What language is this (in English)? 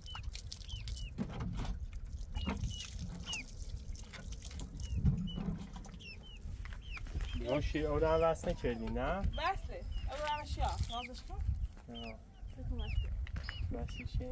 Persian